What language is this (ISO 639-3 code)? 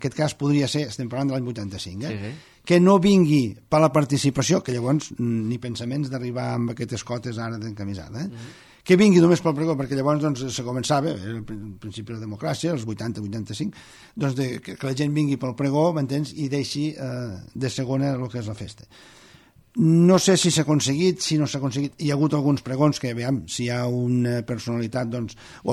cat